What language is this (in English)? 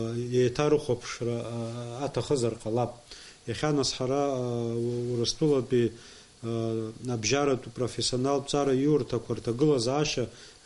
Abkhazian